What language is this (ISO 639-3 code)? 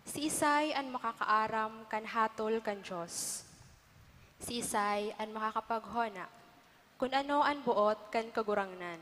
bik